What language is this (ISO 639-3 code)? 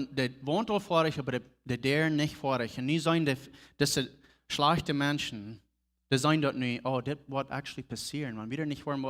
pdt